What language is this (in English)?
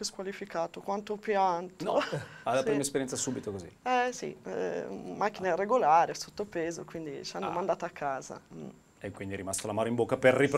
Italian